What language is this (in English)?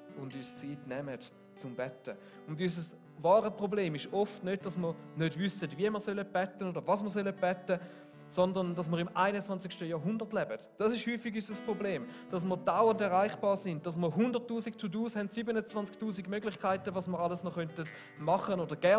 Swiss German